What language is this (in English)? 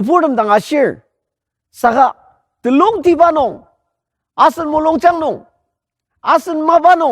Ao Naga